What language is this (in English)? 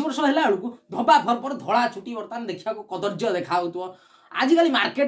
Odia